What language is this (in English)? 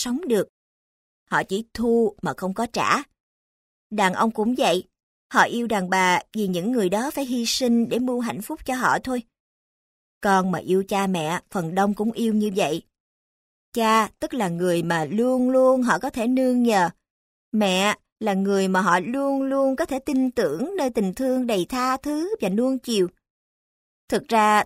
Vietnamese